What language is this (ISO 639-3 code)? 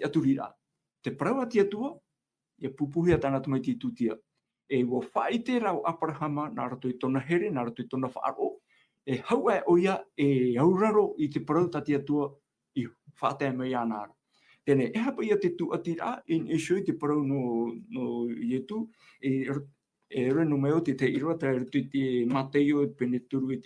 tah